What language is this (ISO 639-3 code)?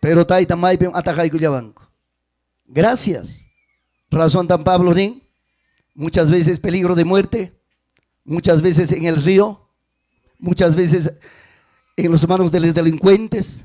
quy